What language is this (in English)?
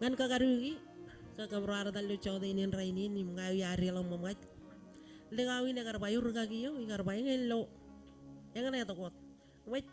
Marshallese